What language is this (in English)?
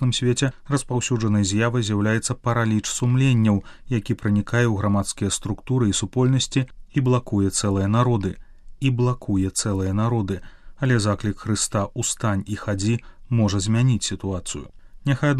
Belarusian